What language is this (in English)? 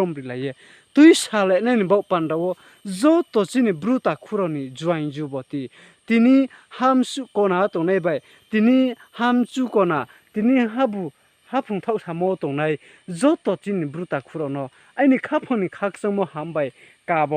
Riang (India)